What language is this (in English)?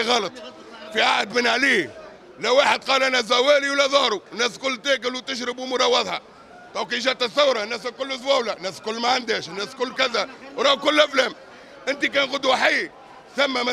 Tunisian Arabic